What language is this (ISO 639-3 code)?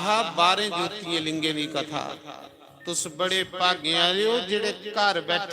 doi